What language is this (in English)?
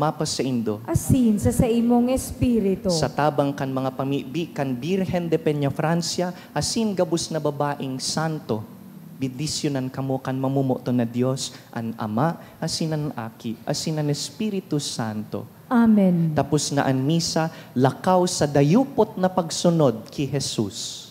Bikol